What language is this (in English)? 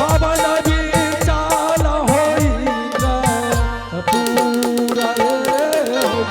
Angika